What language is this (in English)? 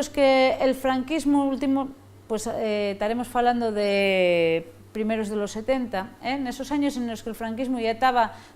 Asturian